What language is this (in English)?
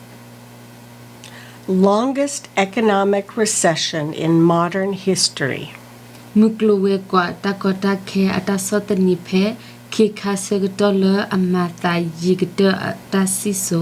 S'gaw Karen